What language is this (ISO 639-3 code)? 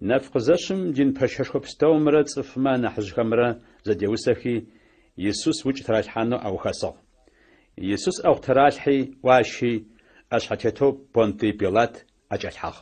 ady